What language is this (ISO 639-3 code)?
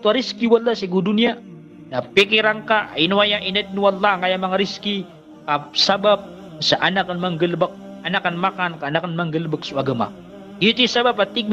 mrw